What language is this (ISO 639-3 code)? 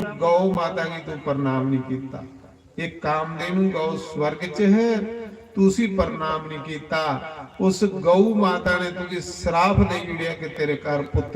doi